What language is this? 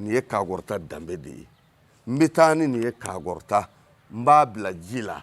Bambara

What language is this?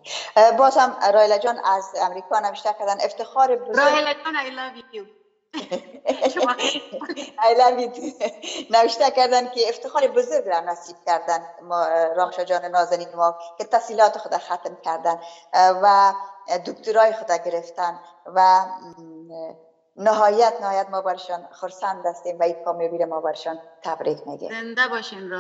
Persian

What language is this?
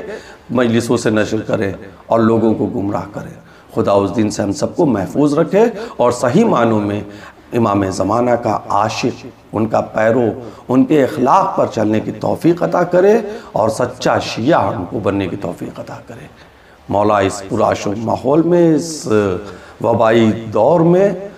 Urdu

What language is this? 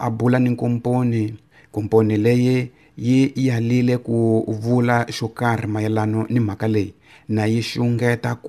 Tsonga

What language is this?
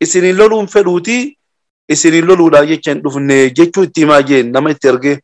Oromo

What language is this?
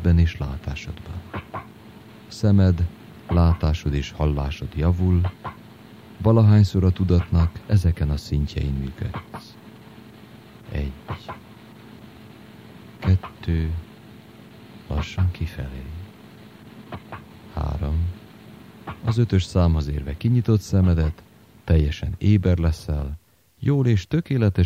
Hungarian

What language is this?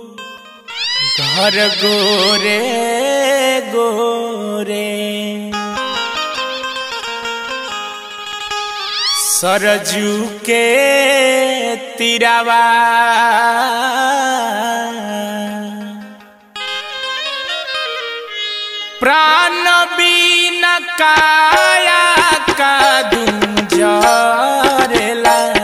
Bhojpuri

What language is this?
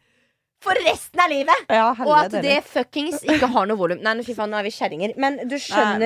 Norwegian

